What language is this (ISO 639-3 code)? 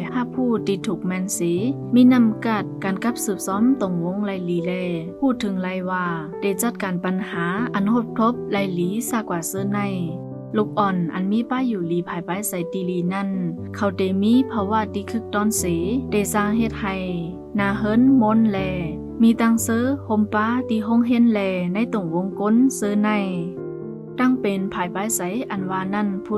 shn